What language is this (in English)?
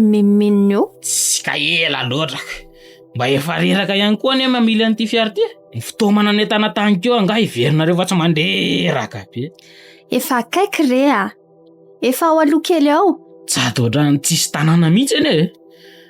Malagasy